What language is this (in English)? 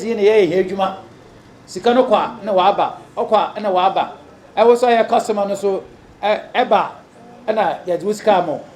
Akan